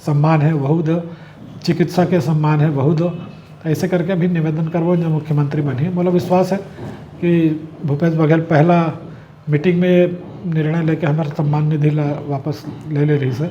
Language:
Chhattisgarhi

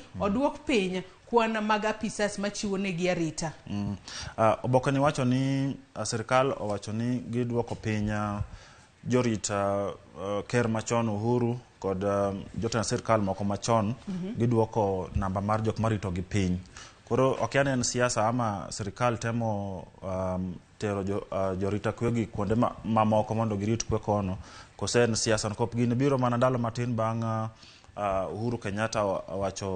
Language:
Luo (Kenya and Tanzania)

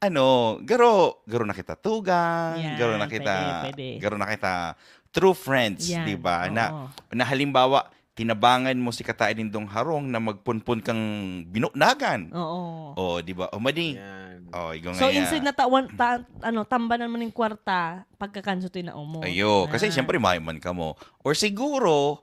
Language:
Bikol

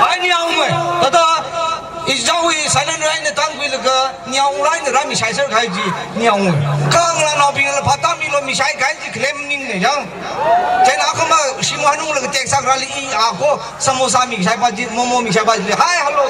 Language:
Tangkhul Naga (India)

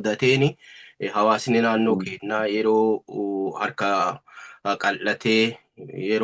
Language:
Oromo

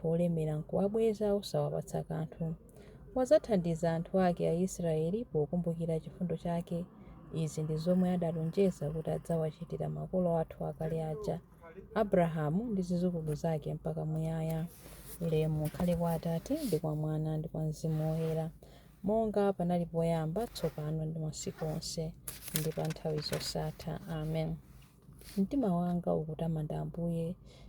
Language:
Nyanja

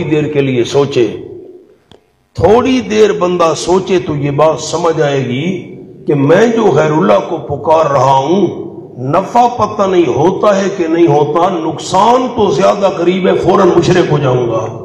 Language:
Urdu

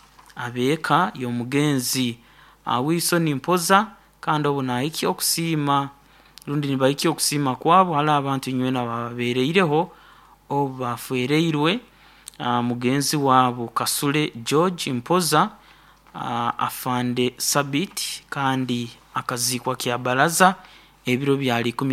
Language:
Nyoro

